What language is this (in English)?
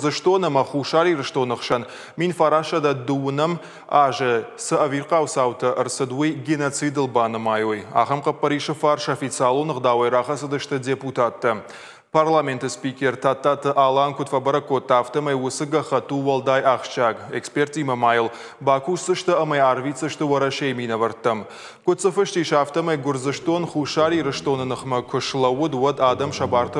Ossetic